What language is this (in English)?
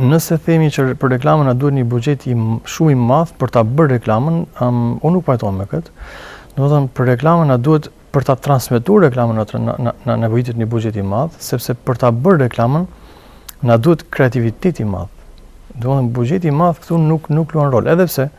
Albanian